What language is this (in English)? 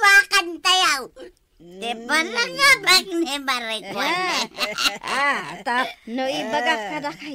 Iloko